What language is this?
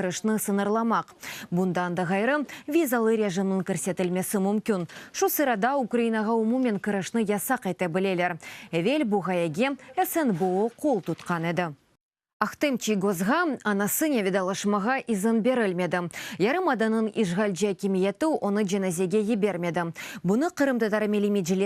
Crimean Tatar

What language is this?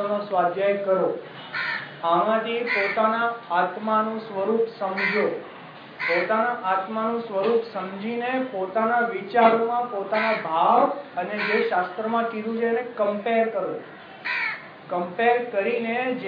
Gujarati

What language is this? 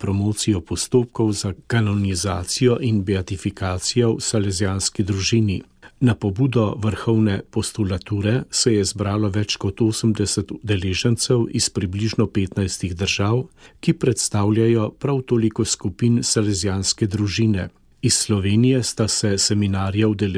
Slovenian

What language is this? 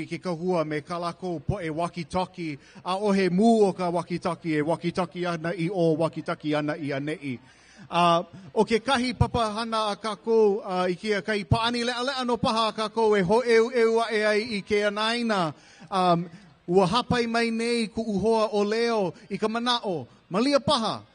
Hawaiian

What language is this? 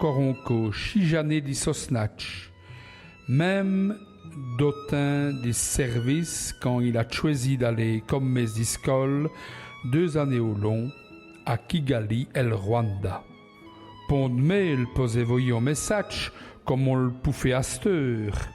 Walloon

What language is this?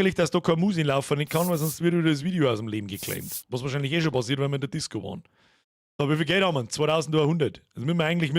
Bavarian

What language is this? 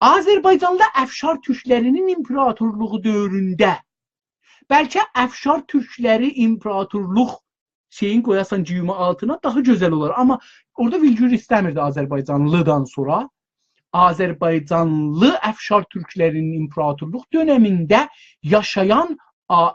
South Azerbaijani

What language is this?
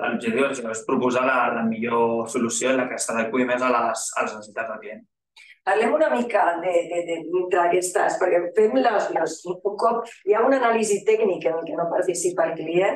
Catalan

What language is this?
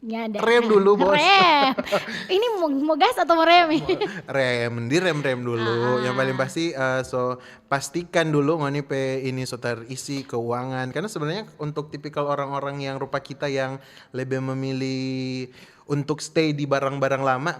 Manado Malay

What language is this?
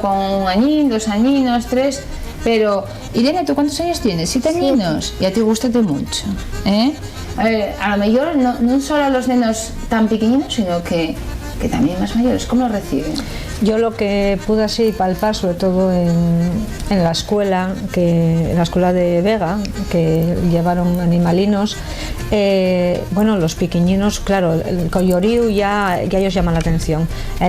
Asturian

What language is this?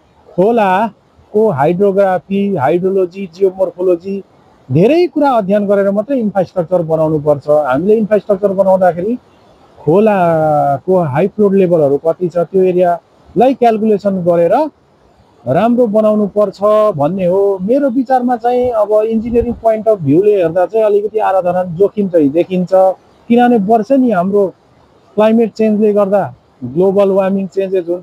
Nepali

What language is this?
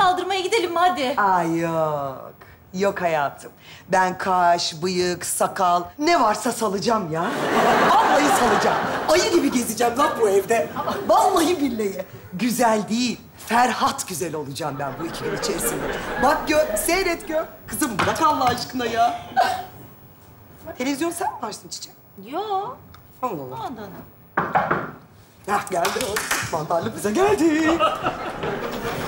Turkish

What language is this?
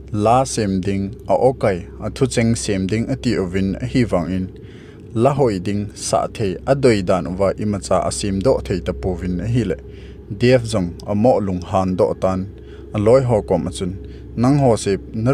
Thado Chin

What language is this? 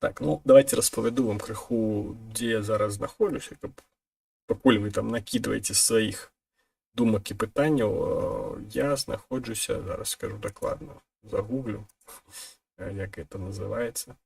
Belarusian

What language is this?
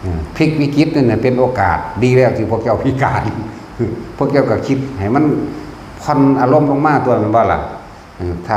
Northeastern Thai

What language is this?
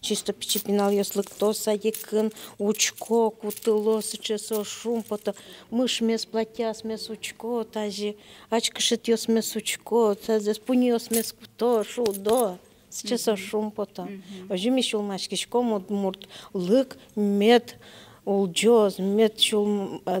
Udmurt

